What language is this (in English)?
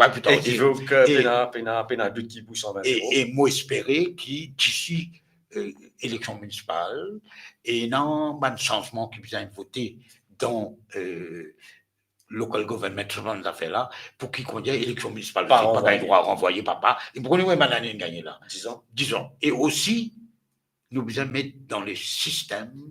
Morisyen